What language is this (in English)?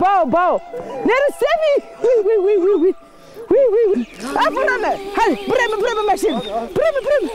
Zaza